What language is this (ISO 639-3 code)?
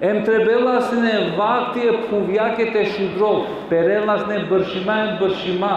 rmn